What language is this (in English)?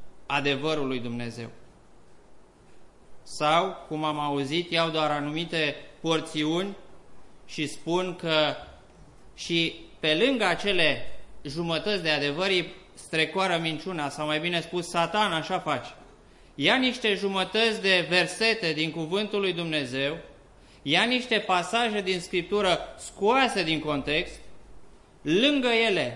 Romanian